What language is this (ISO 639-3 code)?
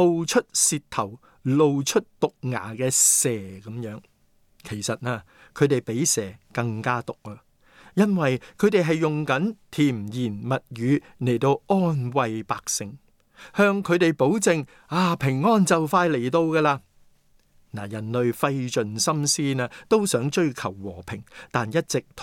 yue